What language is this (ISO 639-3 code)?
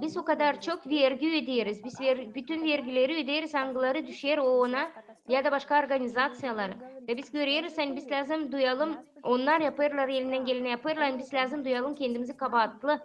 gag